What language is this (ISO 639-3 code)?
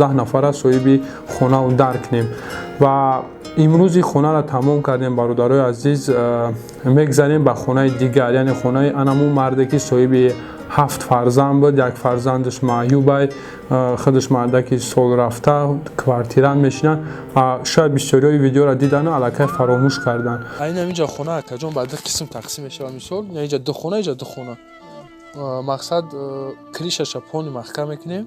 tgk